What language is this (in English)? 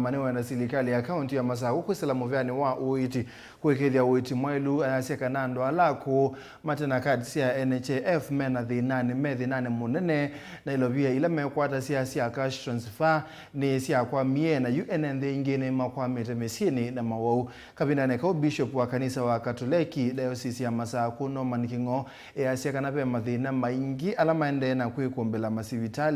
Kamba